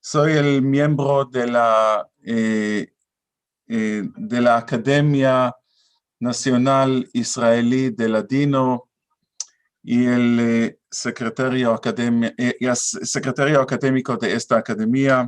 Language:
Ladino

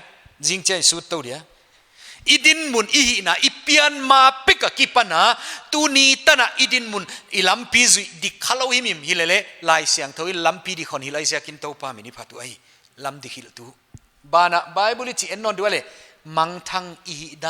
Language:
Paite Chin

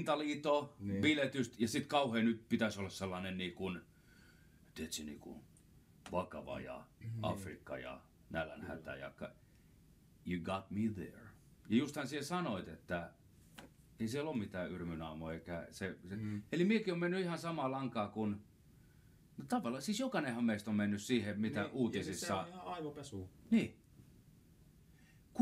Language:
Finnish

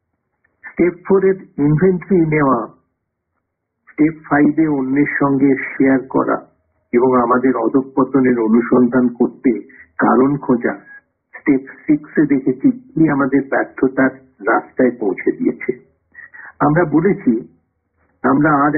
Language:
Bangla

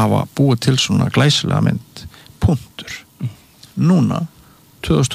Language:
Icelandic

